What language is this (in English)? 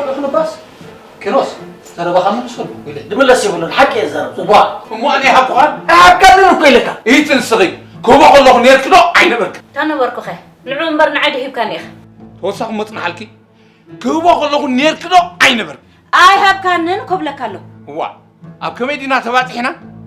Tigrinya